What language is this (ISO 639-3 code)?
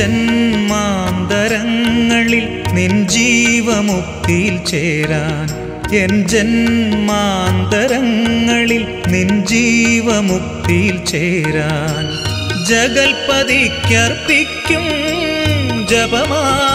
mal